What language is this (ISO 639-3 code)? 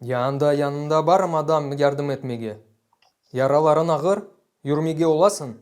crh